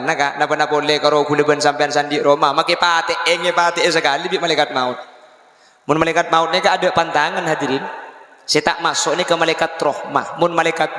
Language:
Madurese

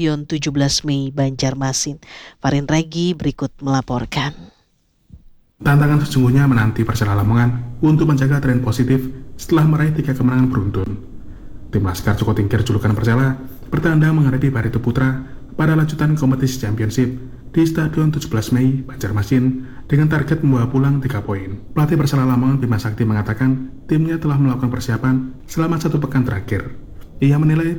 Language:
Indonesian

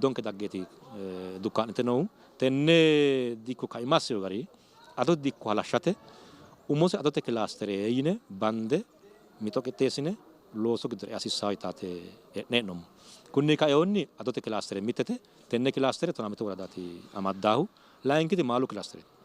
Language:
Sidamo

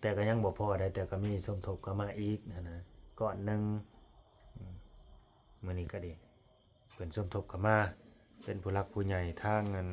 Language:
Lao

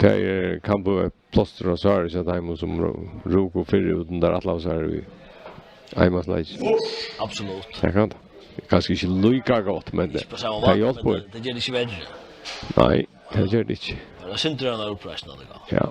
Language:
Faroese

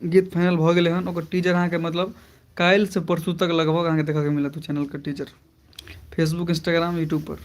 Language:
Maithili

